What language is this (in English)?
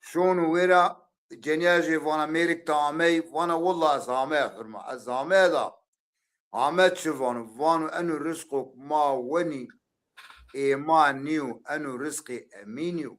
Zaza